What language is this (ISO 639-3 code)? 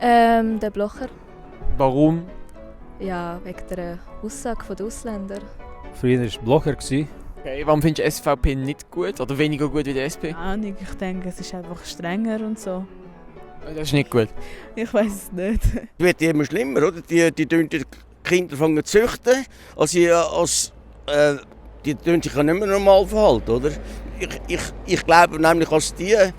gsw